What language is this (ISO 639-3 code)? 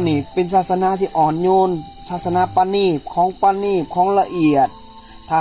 lao